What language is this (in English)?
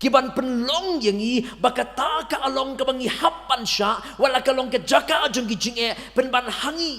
Khasi